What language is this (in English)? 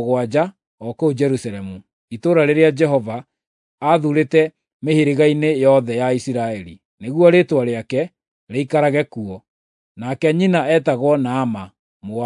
Kikuyu